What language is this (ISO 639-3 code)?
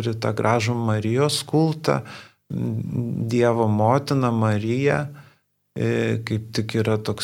lit